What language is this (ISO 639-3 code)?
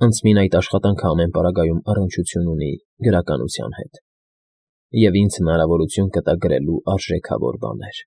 hye